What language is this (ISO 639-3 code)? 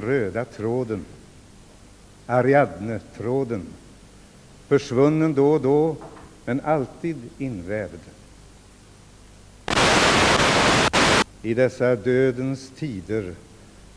swe